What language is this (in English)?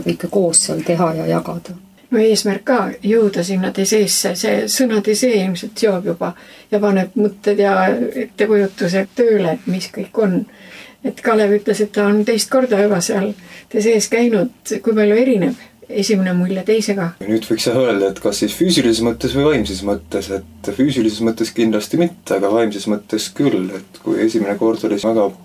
Estonian